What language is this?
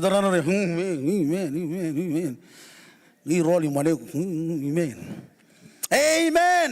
Marshallese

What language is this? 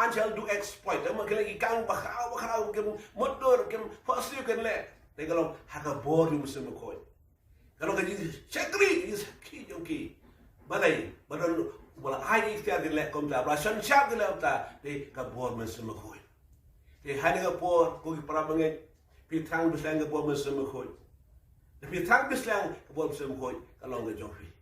Khasi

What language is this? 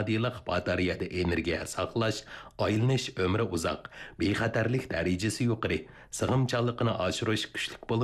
Uyghur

